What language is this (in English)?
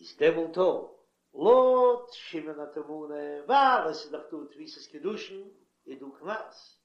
Yiddish